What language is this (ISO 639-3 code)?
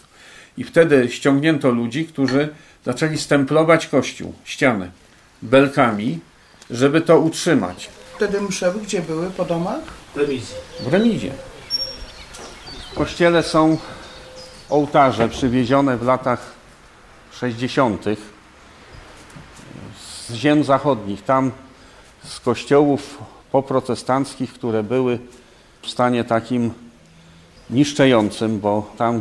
pol